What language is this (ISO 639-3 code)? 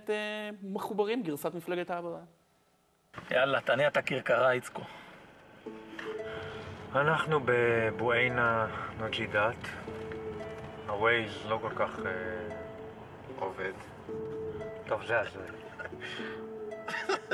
heb